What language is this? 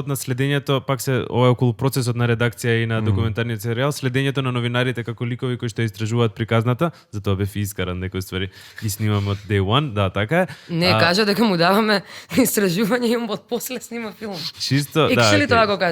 Macedonian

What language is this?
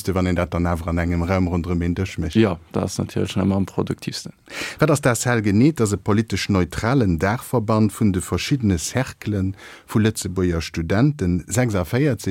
Luxembourgish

